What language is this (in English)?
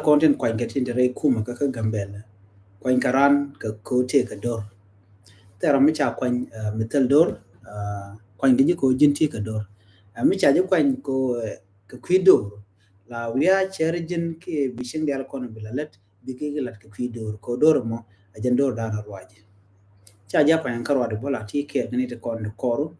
Nuer